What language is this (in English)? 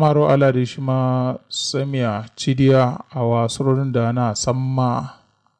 Kanuri